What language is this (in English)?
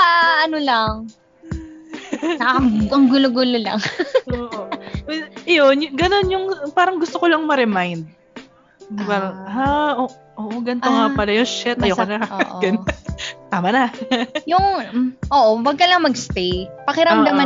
Filipino